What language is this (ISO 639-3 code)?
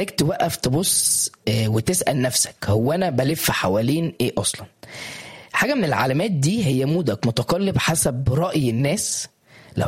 arz